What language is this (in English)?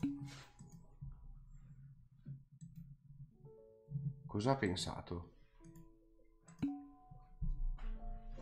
Italian